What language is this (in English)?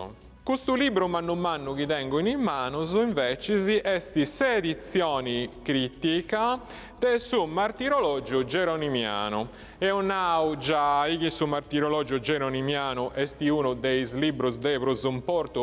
Sardinian